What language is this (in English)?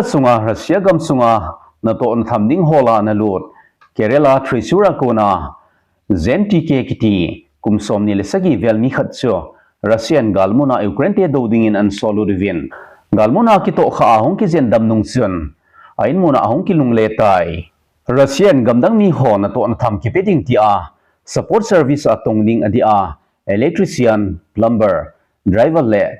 Thado Chin